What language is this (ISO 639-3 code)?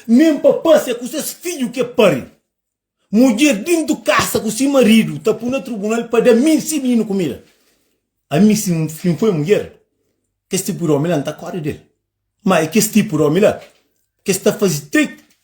kea